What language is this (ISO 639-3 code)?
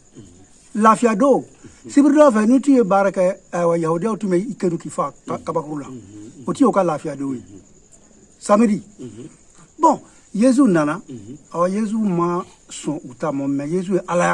bam